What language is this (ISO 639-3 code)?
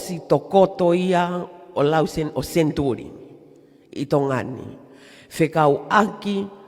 ton